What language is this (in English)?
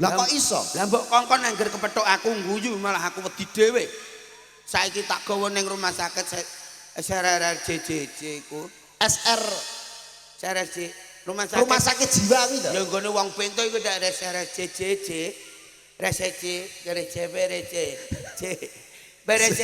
Javanese